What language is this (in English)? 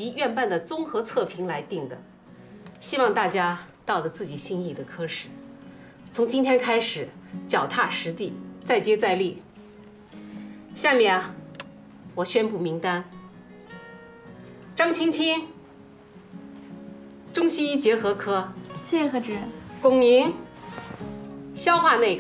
Chinese